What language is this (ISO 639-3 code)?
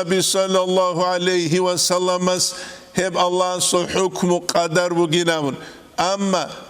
ava